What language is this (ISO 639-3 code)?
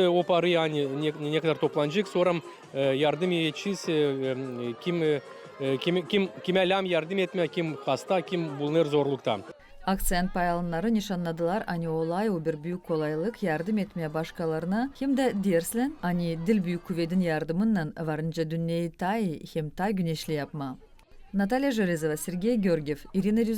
gag